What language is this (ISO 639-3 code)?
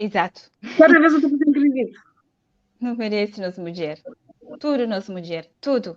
kea